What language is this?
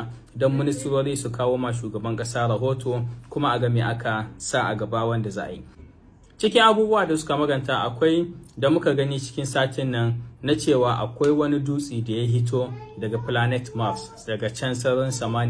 Hausa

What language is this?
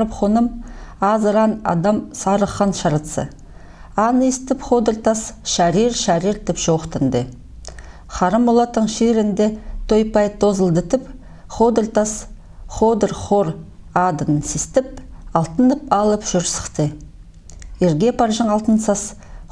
Khakas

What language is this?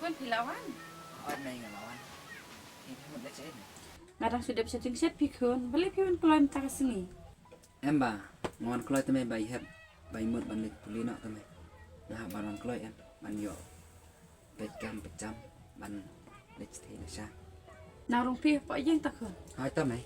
Khasi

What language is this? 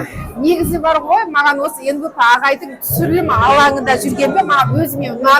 Kazakh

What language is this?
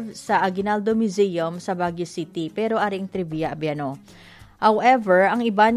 Hiligaynon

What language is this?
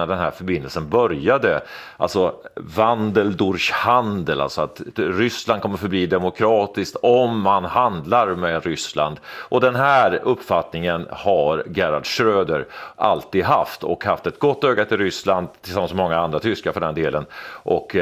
Swedish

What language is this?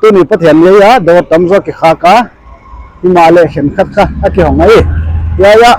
Paite Chin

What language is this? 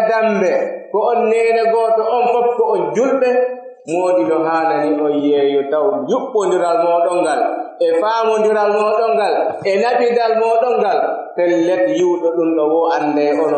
Pular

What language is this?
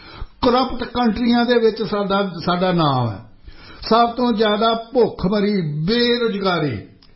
Punjabi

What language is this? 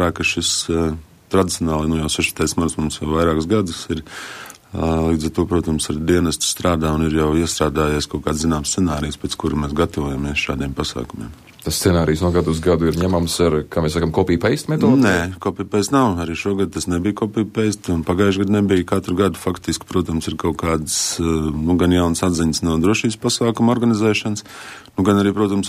Latvian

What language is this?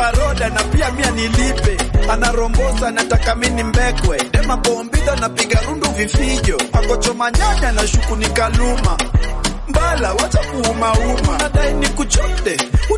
Swahili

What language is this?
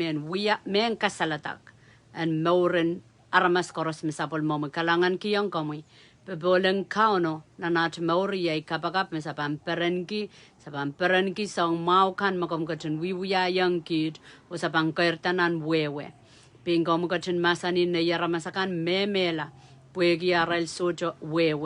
Pohnpeian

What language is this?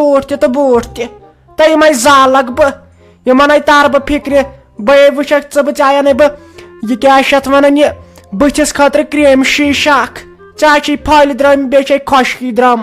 Kashmiri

